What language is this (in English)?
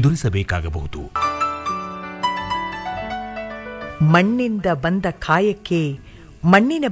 Kannada